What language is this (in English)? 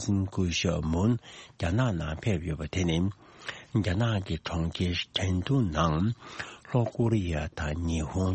Tibetan